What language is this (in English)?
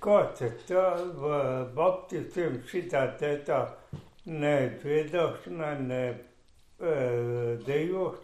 Latvian